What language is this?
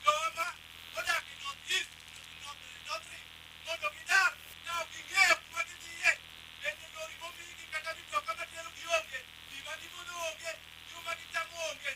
Luo (Kenya and Tanzania)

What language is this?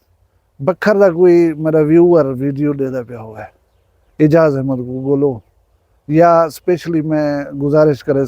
Saraiki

